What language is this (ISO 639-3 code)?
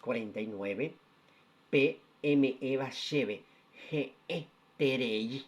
grn